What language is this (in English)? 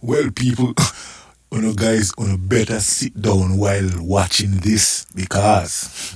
Jamaican Creole English